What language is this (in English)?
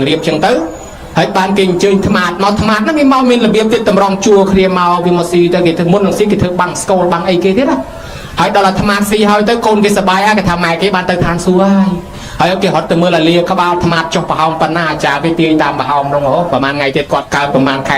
Khmer